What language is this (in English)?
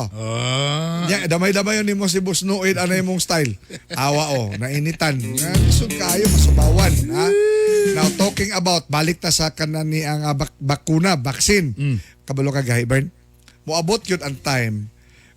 Cebuano